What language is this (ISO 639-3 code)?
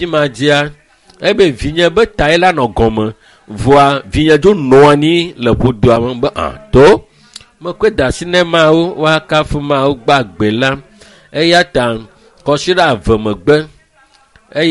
ewe